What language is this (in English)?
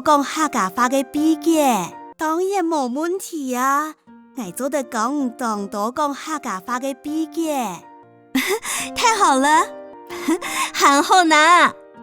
Hakka Chinese